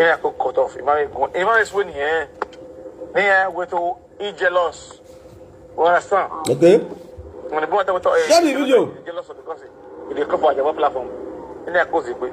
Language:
Nigerian Pidgin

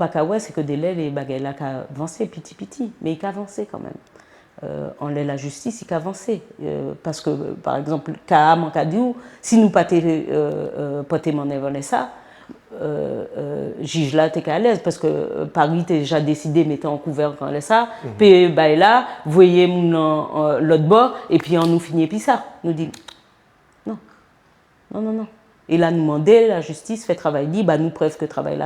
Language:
Guadeloupean Creole French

